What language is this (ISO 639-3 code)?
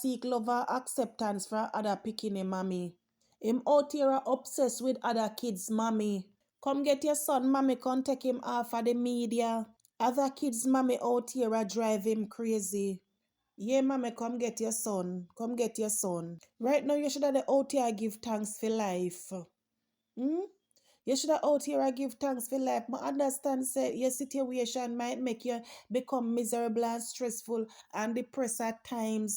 jam